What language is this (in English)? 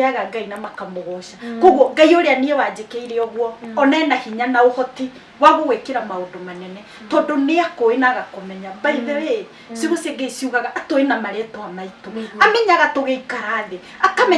Kikuyu